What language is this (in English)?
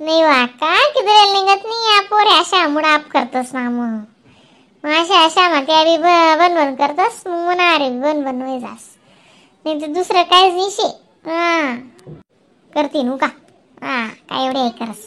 Khandesi